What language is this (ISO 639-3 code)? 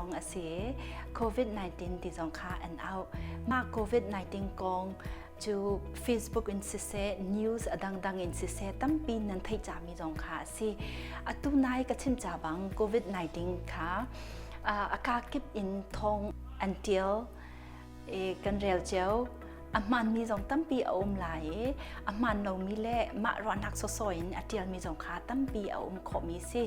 cnh